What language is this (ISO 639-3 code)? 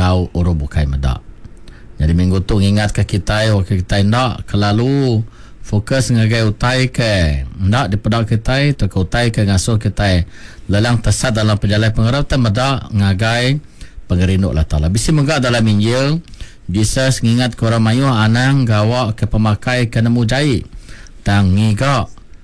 iba